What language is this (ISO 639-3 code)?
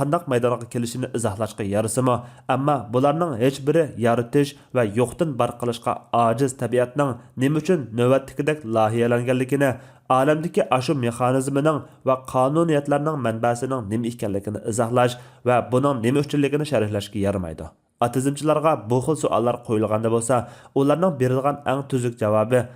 uig